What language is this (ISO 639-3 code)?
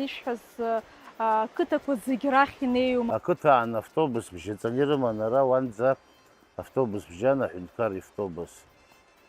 abk